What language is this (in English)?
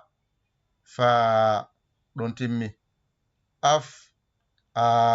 Fula